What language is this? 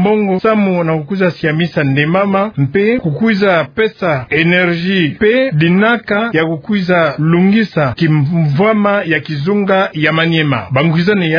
Kituba (Democratic Republic of Congo)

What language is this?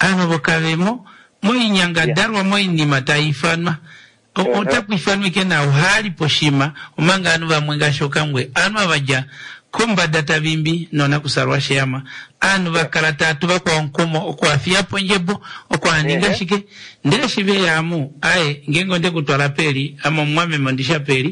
Kuanyama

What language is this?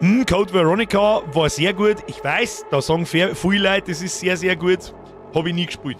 Bavarian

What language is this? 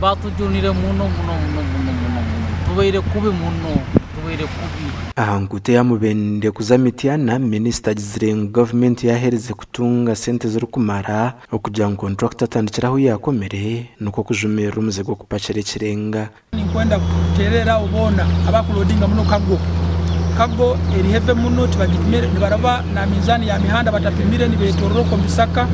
Nyankole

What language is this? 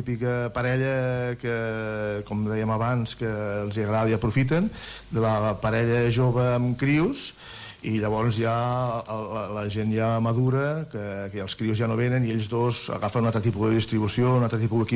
Catalan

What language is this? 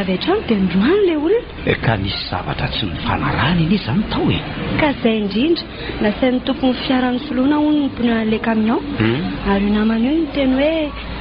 Malagasy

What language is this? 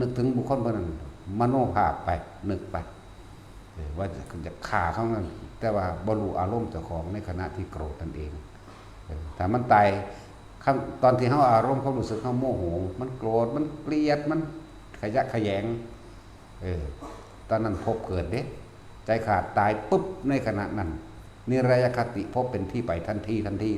Northeastern Thai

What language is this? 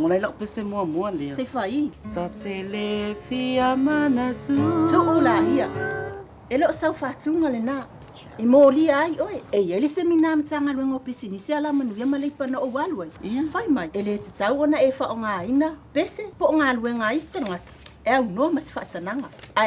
Samoan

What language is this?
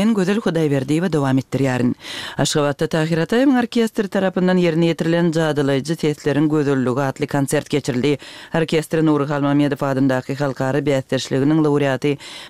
Turkmen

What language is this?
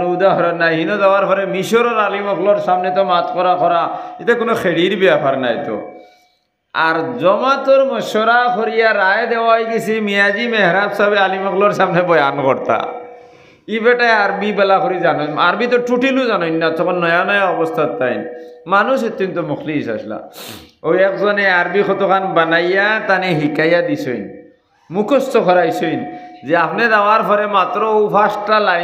Sylheti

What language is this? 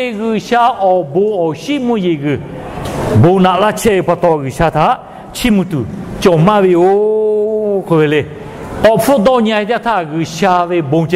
Lahu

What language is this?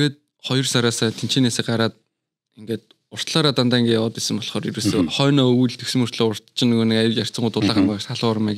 Mongolian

